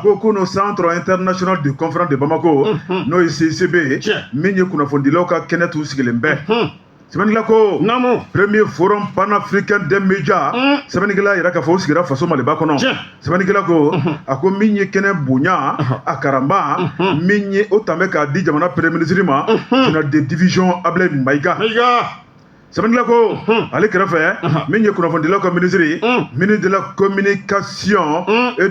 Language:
Bambara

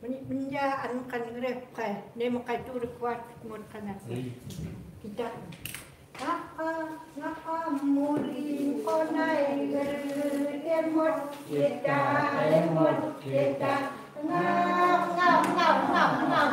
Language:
Chukot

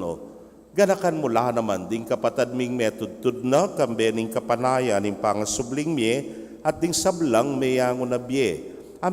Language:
Pampanga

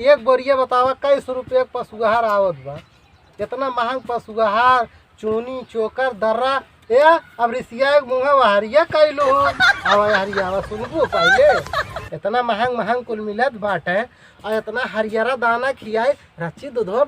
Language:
Awadhi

